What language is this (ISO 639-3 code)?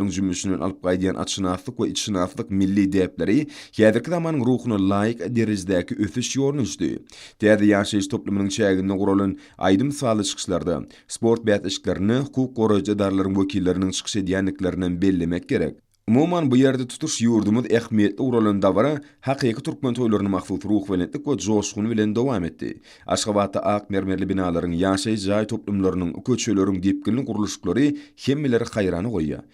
tuk